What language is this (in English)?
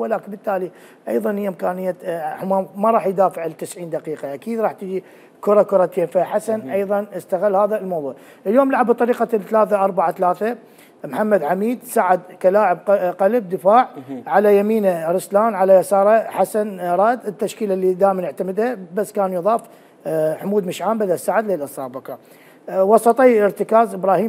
Mesopotamian Arabic